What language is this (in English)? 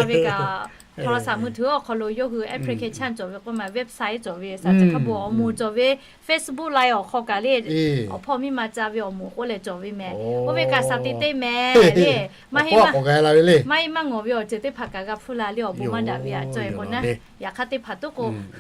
Lahu